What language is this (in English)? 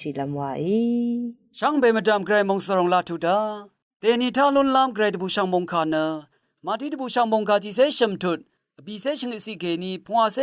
Rawang